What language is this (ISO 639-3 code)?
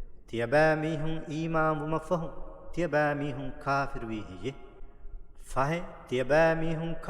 div